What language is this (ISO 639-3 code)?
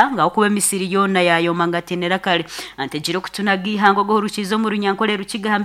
nyn